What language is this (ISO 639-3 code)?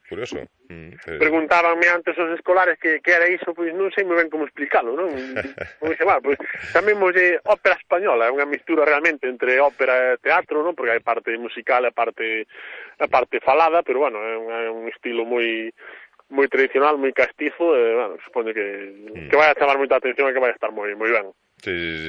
glg